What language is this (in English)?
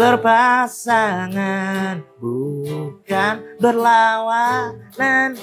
Banjar